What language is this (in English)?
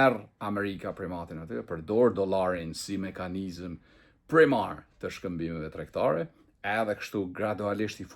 Albanian